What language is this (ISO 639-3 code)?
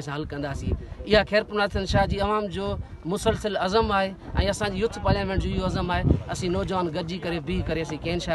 snd